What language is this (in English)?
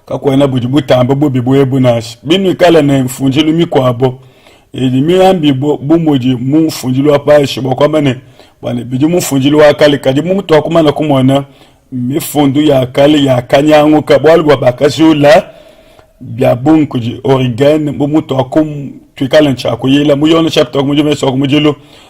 Luba-Lulua